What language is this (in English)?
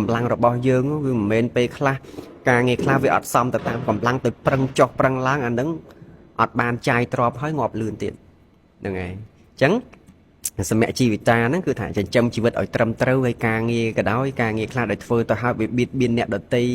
Khmer